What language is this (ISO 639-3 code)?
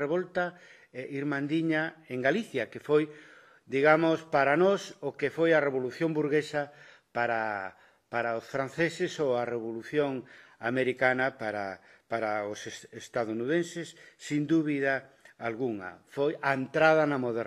glg